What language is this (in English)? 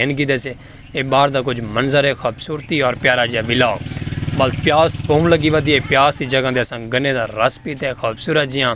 Saraiki